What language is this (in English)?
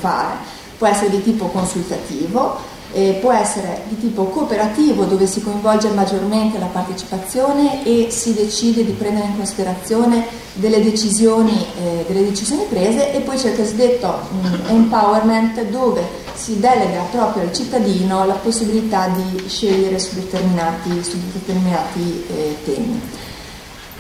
Italian